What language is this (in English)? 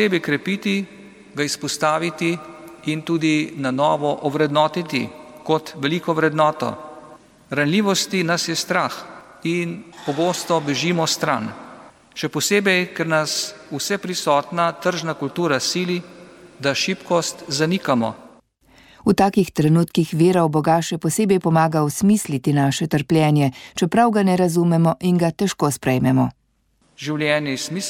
Slovenian